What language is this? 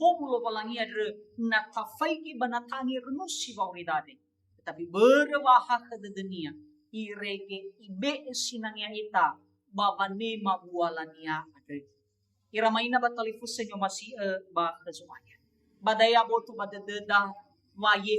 Nias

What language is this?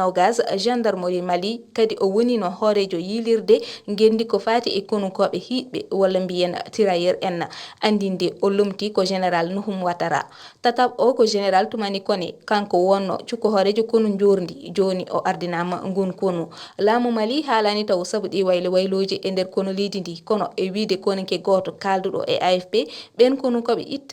Fula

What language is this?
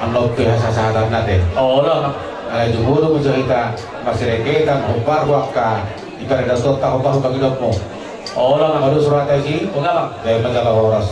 Batak Toba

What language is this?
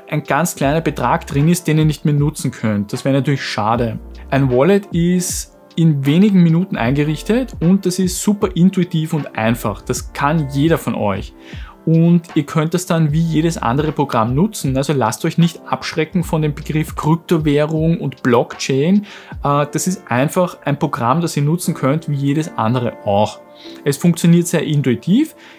German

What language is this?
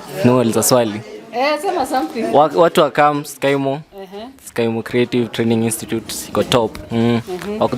Kikuyu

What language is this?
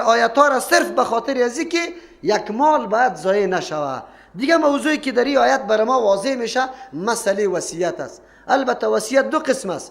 Persian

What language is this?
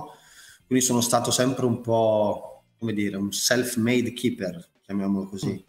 Italian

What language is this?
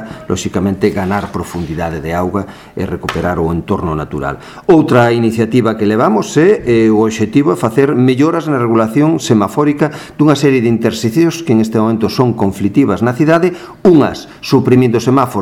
Galician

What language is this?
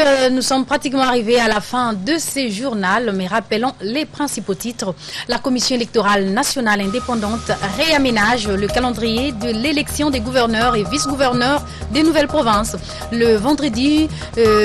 French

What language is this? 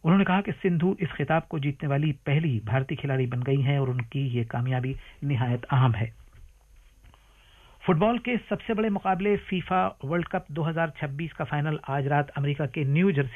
Urdu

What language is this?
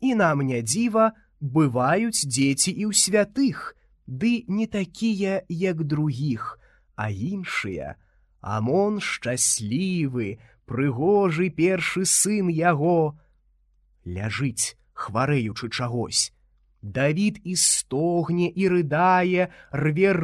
Belarusian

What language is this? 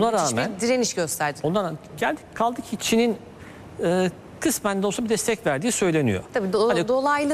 Turkish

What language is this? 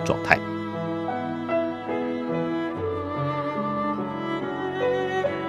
Chinese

